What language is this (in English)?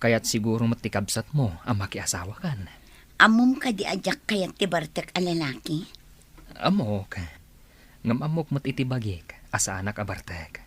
Iloko